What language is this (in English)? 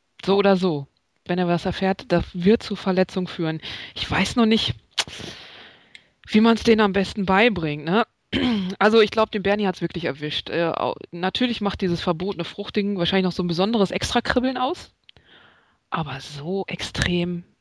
German